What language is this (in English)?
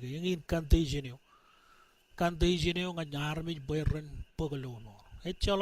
Marshallese